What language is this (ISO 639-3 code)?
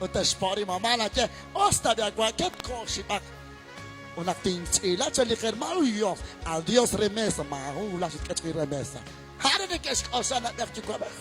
kek